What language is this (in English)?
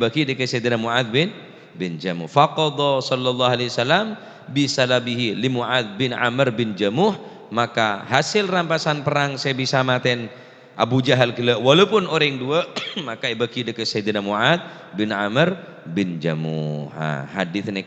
Madurese